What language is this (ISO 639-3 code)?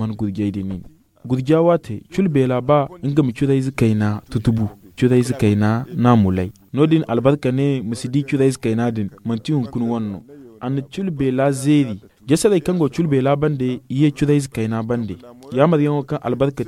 dje